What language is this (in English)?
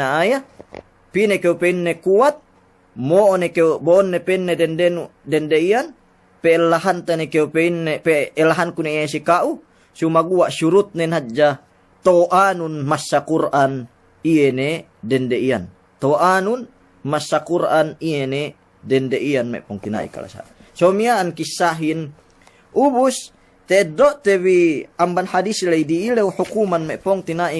Yakan